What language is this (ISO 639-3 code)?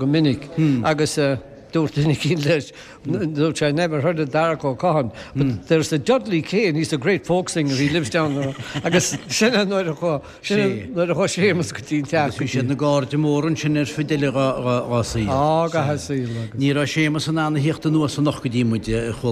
gle